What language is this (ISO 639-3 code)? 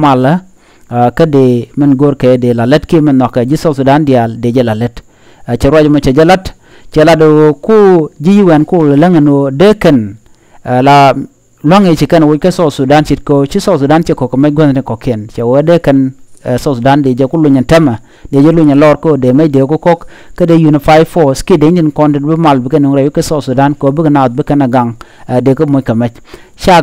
nus